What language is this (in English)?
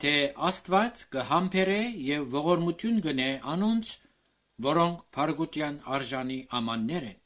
Armenian